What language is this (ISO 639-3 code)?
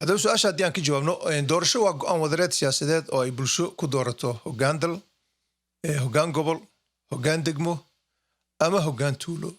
som